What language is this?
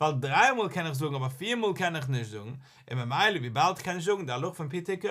Yiddish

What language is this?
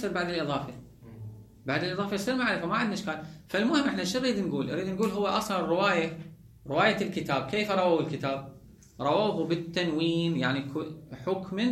Mesopotamian Arabic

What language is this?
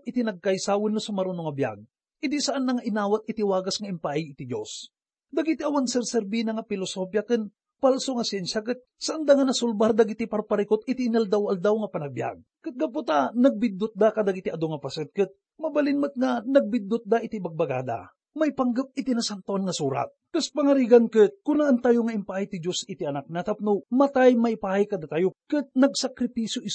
Iloko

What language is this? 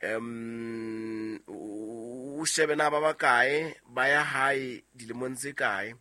Southern Sotho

